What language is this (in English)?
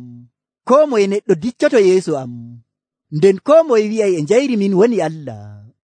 Nigerian Fulfulde